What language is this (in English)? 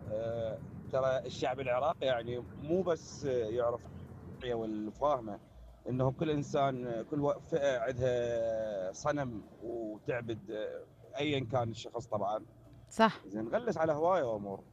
Mesopotamian Arabic